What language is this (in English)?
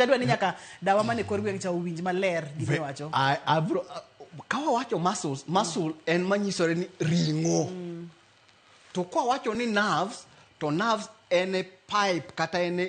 Luo (Kenya and Tanzania)